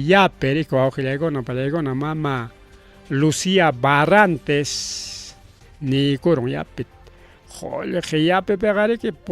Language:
Ayacucho Quechua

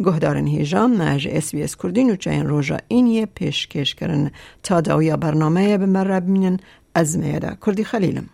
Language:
Kurdish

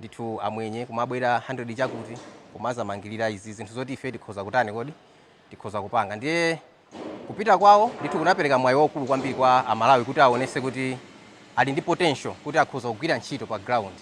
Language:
Nyanja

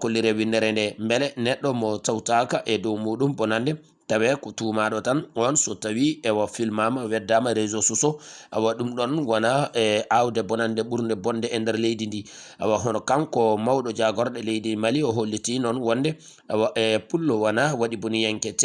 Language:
Fula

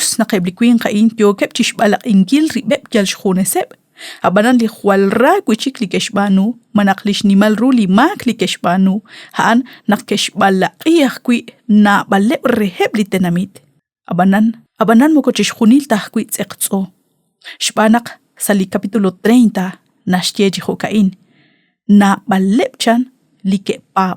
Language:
Kekchí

